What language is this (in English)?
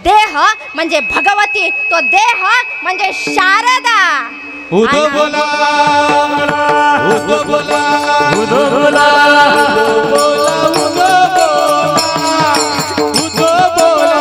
Marathi